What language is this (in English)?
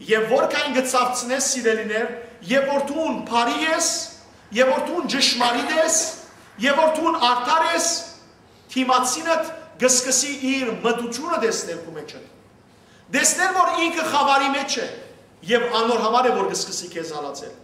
Western Armenian